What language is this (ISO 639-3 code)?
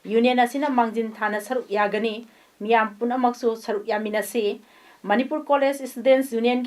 mni